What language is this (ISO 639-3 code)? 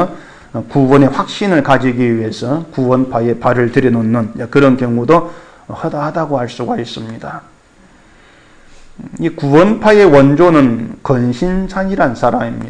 kor